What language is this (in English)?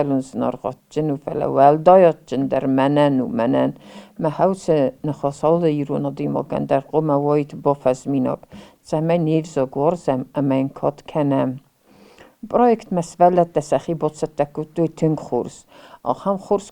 Ossetic